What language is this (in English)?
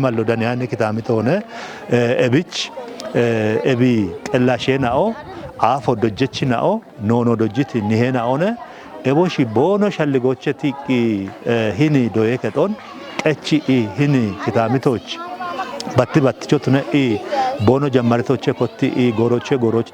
Kafa